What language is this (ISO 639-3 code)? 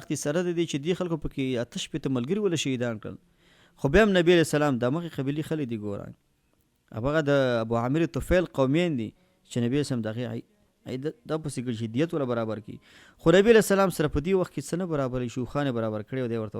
pus